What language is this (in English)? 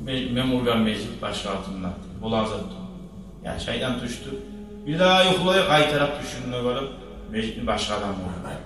Kumyk